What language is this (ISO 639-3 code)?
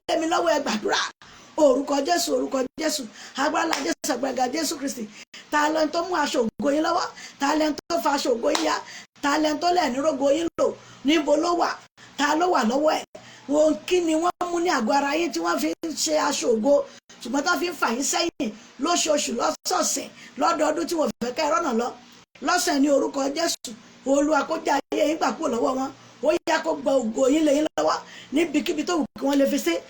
yor